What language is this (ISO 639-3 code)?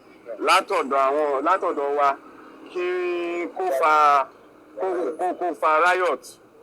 yor